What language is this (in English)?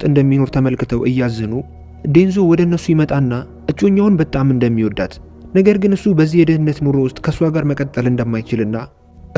Amharic